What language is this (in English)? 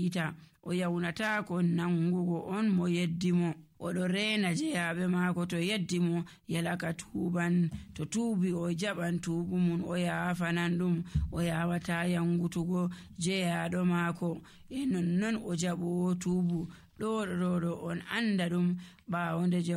Nigerian Fulfulde